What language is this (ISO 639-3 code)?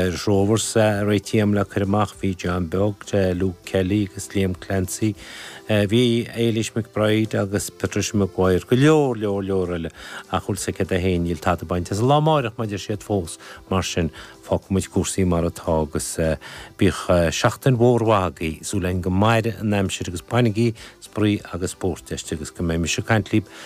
gle